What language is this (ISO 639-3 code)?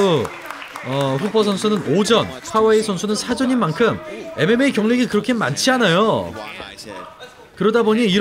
kor